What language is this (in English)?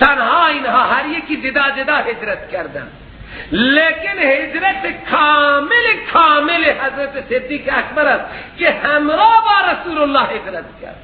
Persian